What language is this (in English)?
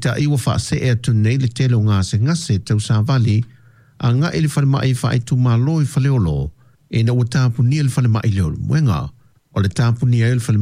Samoan